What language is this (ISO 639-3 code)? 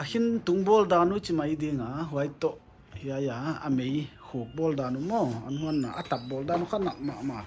pck